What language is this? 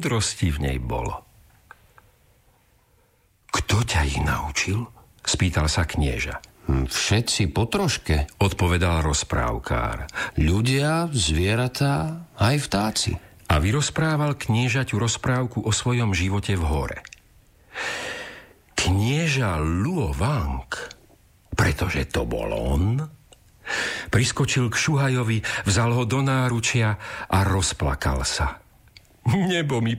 Slovak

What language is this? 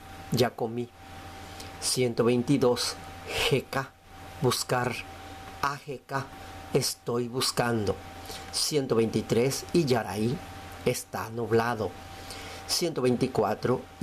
Guarani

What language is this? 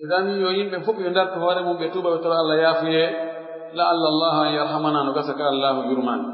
Pular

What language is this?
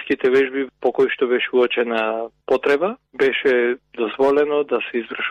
Macedonian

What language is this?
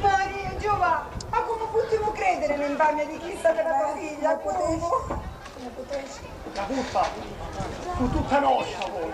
Sicilian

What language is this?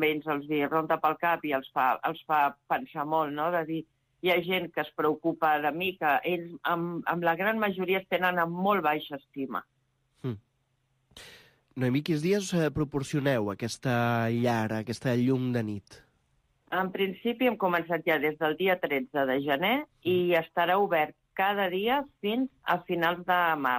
Catalan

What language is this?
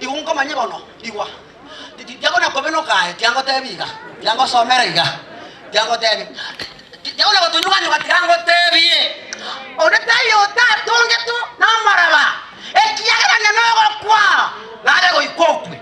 Gusii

